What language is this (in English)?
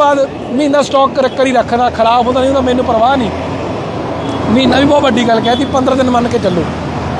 Punjabi